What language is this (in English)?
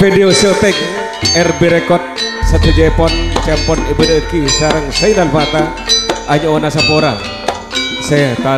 Madurese